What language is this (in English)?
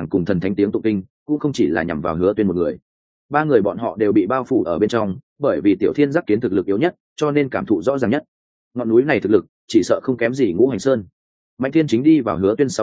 Vietnamese